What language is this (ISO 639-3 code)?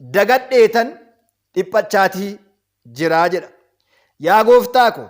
orm